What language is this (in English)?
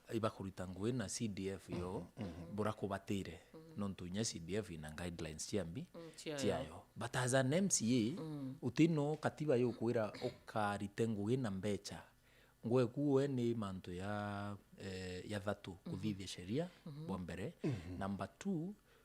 Meru